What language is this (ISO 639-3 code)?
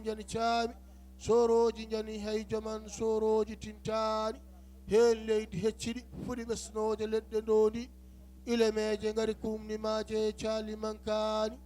ful